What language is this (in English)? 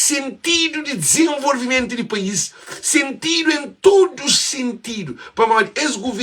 Kabuverdianu